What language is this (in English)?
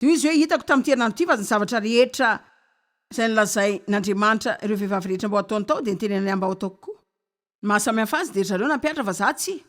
Malagasy